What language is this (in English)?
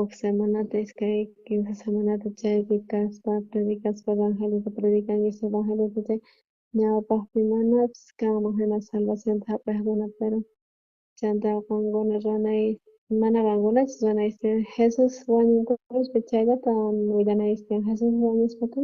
South Bolivian Quechua